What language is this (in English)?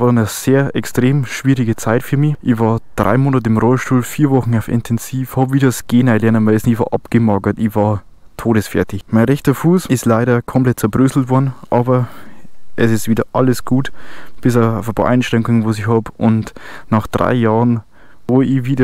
Bavarian